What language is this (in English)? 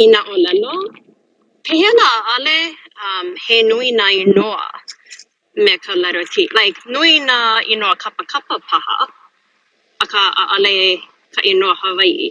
Hawaiian